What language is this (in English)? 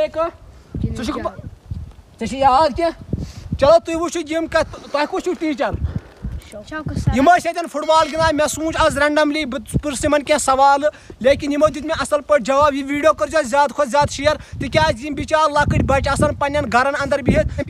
Kashmiri